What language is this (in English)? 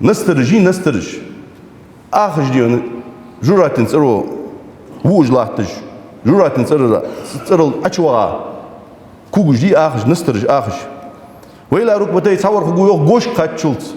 Ingush